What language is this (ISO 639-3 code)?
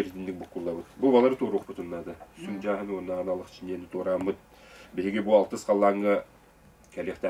sah